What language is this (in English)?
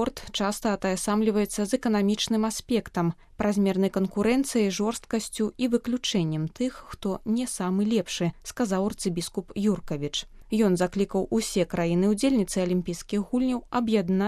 Belarusian